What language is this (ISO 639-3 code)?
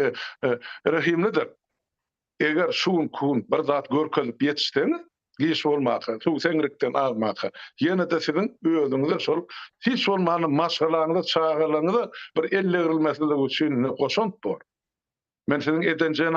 tuk